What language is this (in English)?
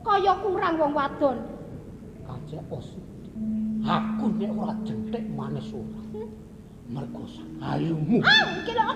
Javanese